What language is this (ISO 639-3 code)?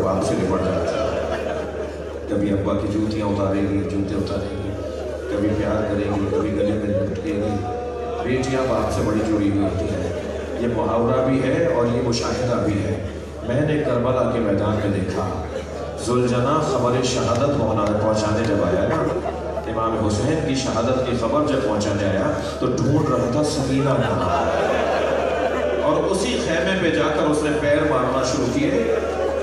urd